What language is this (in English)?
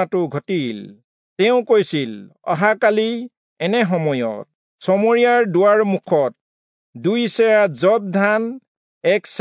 Assamese